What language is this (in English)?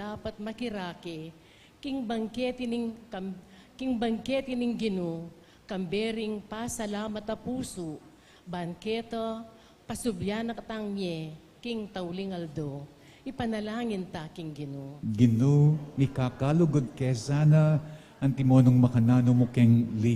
Pampanga